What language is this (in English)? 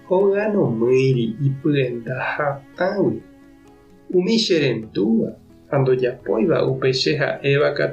Guarani